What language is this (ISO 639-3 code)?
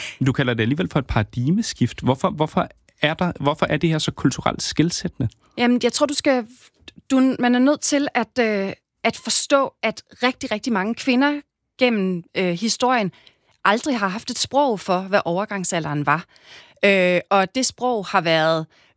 dan